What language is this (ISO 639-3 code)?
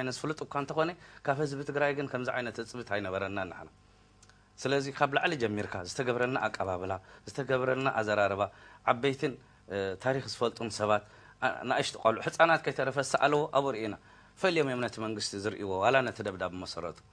tir